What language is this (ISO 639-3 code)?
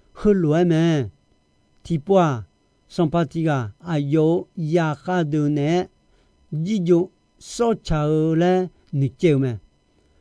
ahk